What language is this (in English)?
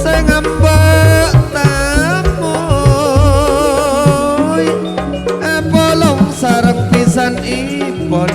Madurese